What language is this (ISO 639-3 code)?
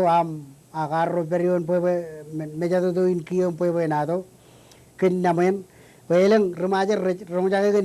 mah